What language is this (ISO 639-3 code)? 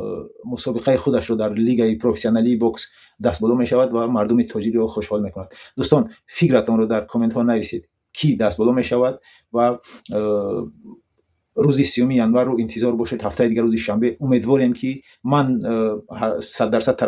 tgk